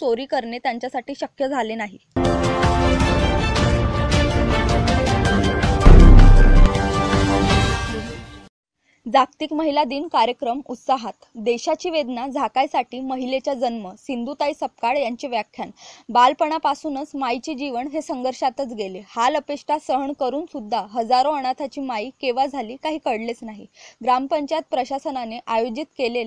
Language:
Marathi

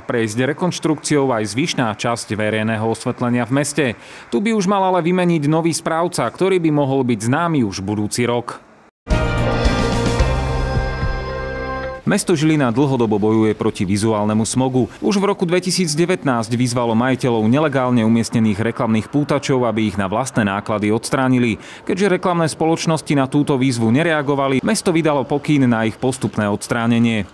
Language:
Slovak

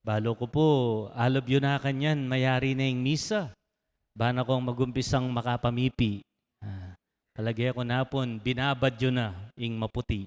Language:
Pampanga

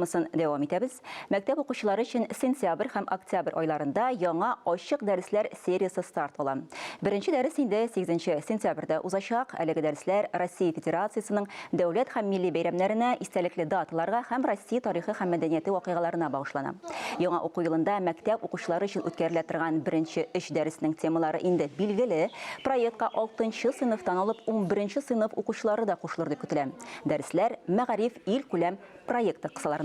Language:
Tatar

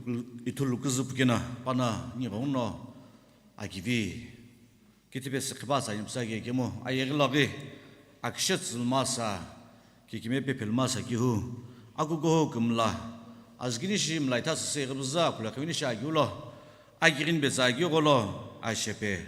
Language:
Sumi Naga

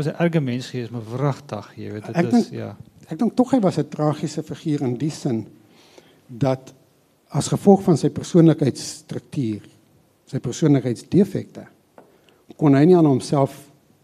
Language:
Afrikaans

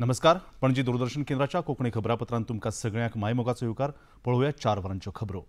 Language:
Konkani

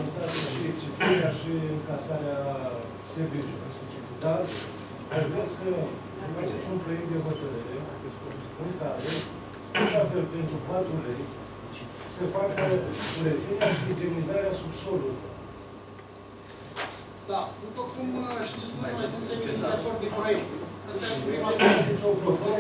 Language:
Romanian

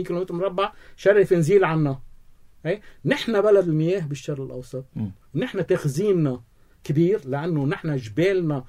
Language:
North Levantine Arabic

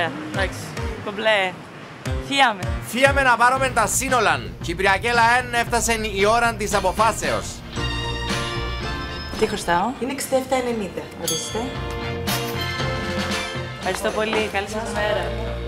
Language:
Greek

